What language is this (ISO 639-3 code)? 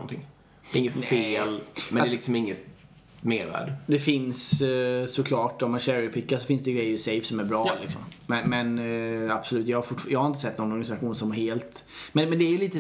swe